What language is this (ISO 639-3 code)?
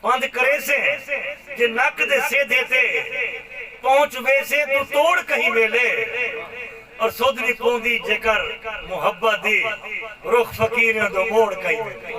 skr